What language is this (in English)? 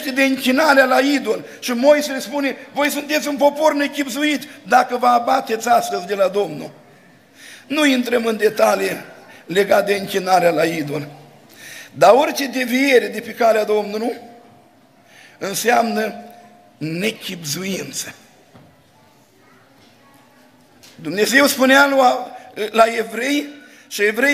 Romanian